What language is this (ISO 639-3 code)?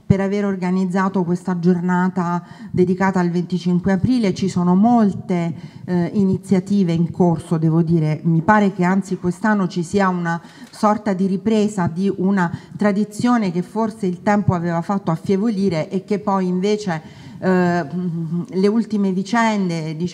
ita